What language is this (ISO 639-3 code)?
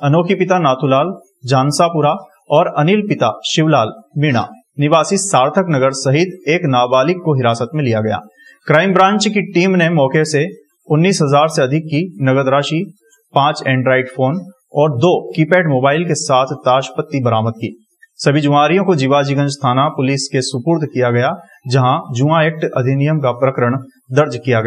hin